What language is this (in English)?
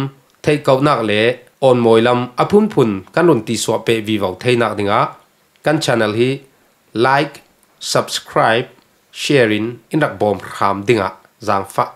Falam Chin